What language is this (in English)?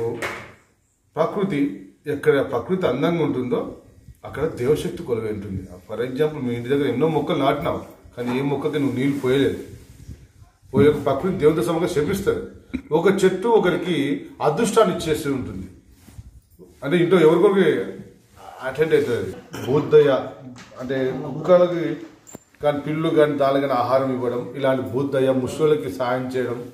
Telugu